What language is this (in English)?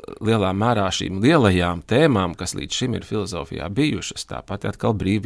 Latvian